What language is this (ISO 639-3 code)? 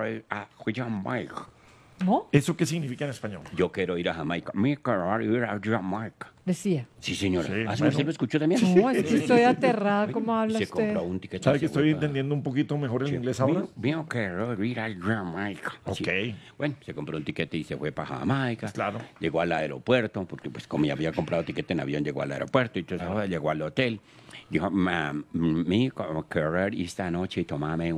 spa